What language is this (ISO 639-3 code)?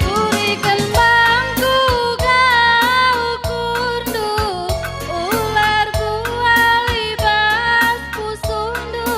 btx